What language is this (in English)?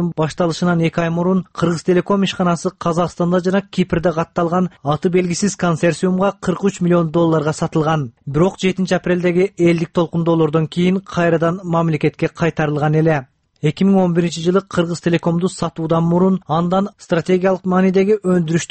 Kyrgyz